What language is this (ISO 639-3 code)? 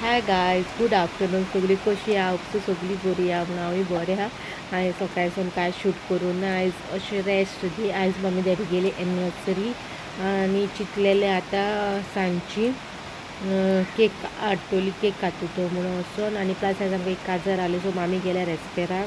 kok